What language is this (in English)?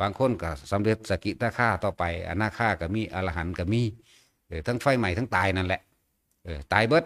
Northeastern Thai